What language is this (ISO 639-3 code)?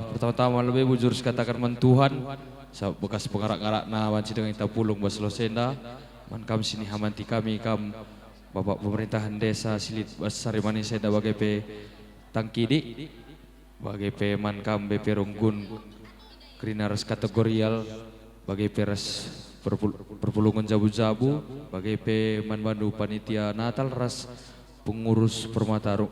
btx